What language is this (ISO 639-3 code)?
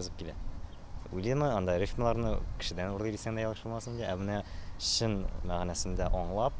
tat